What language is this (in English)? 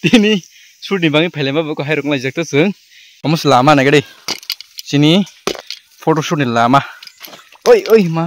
Kok Borok